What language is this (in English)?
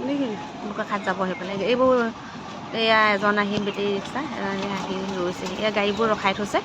Assamese